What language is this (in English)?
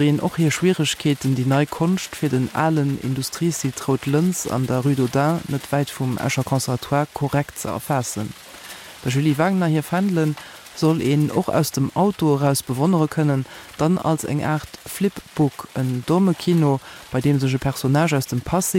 Luxembourgish